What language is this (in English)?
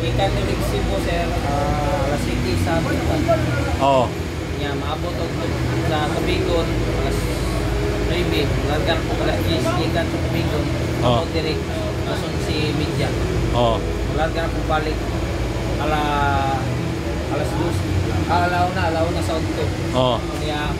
Cebuano